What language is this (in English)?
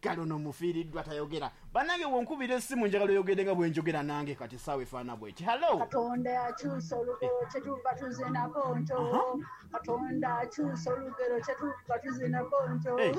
Ganda